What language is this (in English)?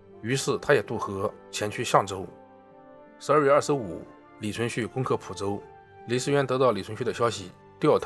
Chinese